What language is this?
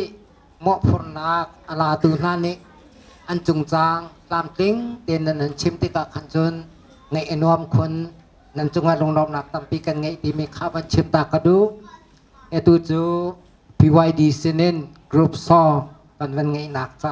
Hakha Chin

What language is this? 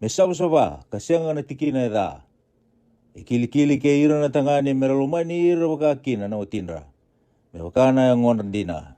Fijian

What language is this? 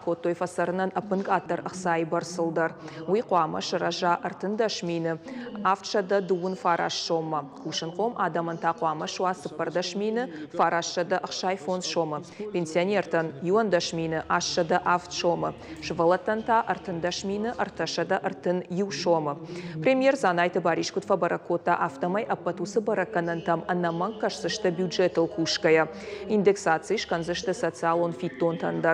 Ossetic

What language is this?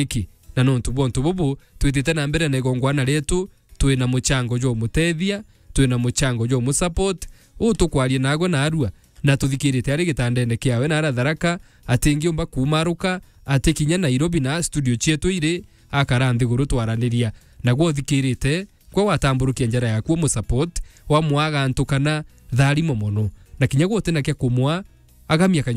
Meru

